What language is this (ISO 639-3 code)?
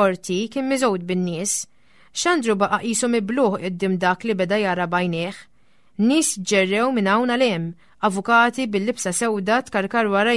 mlt